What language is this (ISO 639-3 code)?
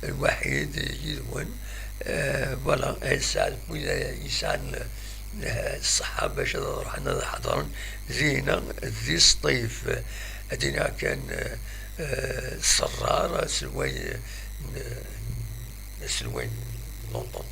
kab